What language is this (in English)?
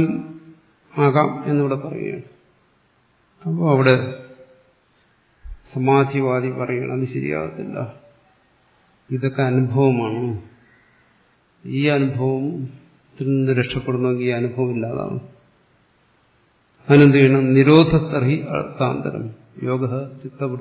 Malayalam